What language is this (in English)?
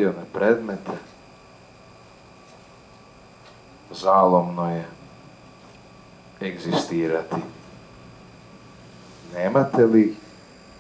Croatian